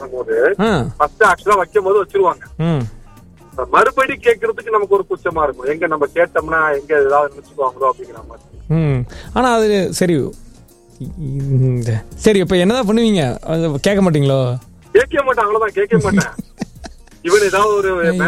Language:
Tamil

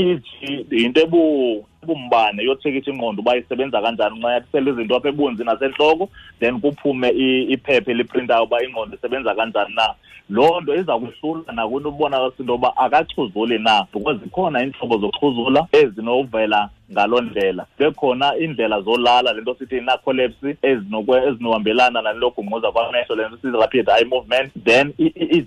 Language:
Xhosa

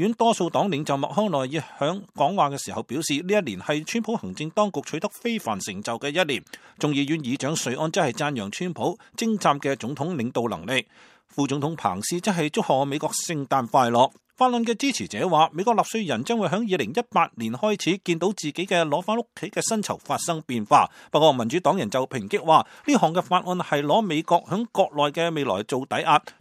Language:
Cantonese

